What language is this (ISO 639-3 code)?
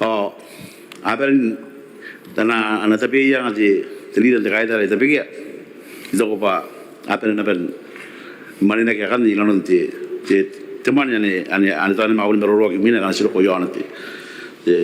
gil